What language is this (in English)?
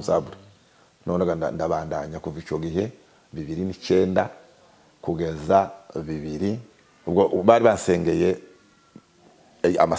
Kinyarwanda